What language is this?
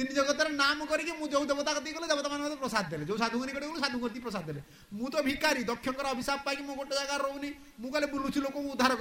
Odia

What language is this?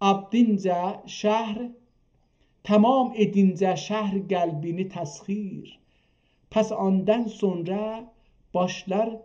South Azerbaijani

